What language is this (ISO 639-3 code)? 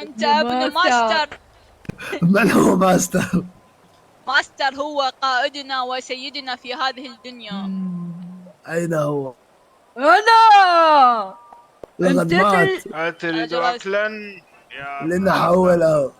acm